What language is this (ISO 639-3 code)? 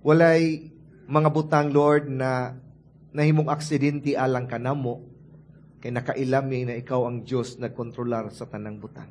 ceb